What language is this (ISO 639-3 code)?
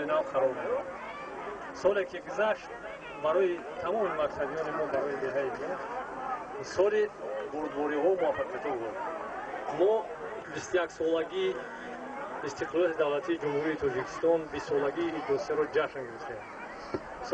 tgk